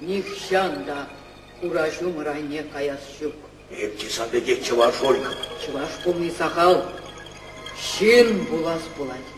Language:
Chuvash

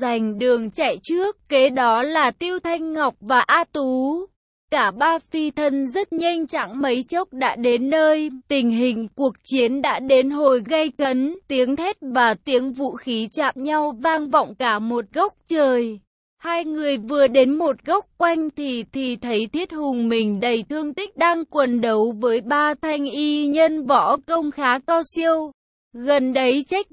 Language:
Vietnamese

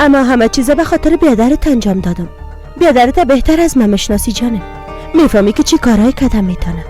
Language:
Persian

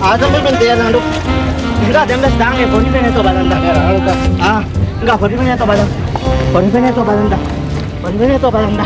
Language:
Divehi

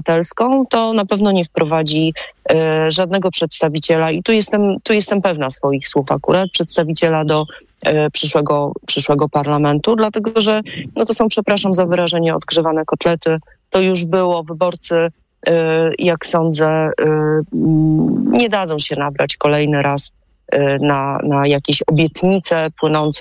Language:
Polish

